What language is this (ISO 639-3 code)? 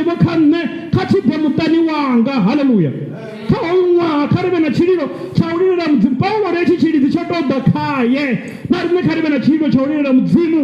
ven